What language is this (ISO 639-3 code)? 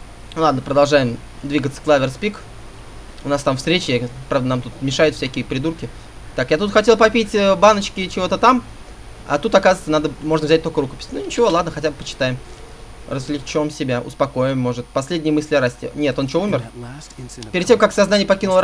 rus